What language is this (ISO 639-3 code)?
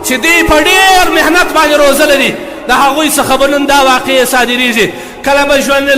pus